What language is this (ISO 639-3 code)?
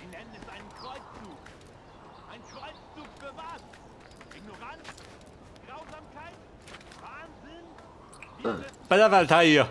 bar